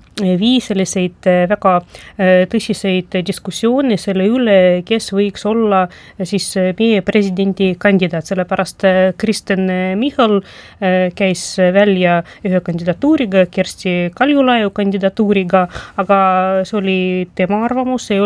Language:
Estonian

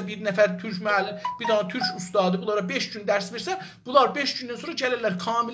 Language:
South Azerbaijani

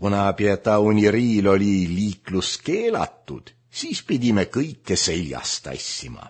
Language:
Estonian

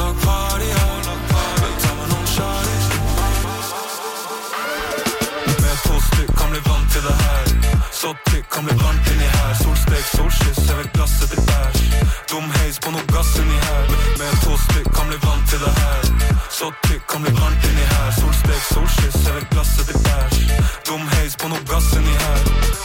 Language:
Norwegian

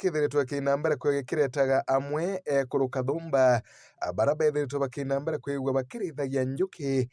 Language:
Meru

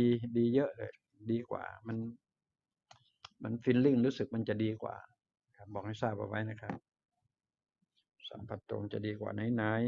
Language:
Thai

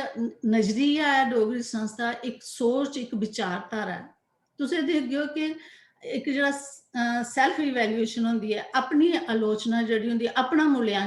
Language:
Dogri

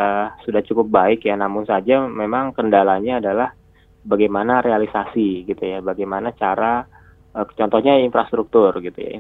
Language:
Indonesian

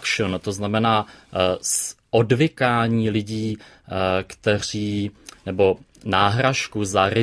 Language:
Czech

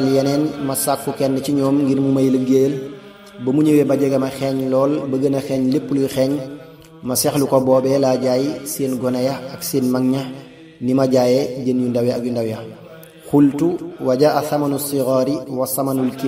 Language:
Wolof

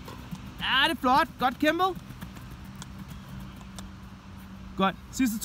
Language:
Danish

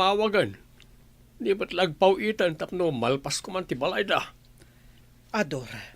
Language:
Iloko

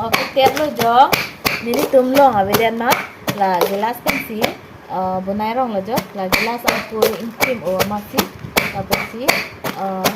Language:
Karbi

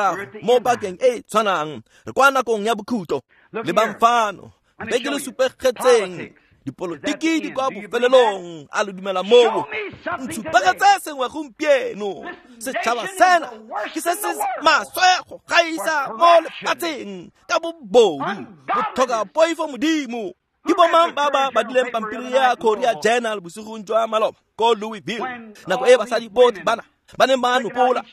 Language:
Tswana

